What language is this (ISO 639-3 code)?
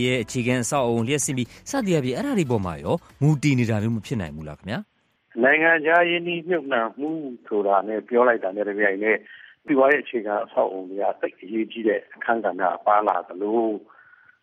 mya